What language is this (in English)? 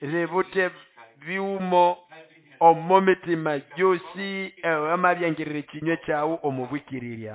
Nande